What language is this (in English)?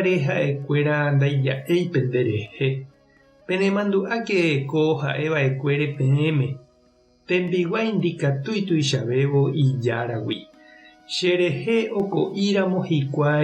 Guarani